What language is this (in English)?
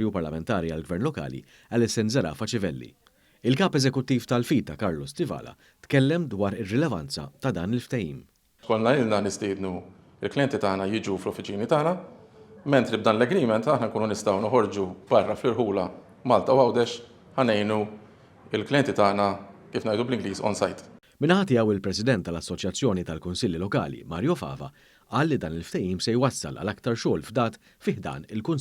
Maltese